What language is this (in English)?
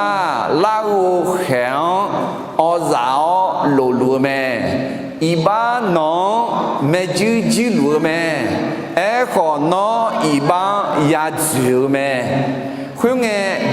Akha